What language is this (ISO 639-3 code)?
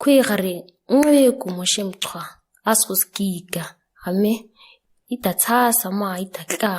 gnk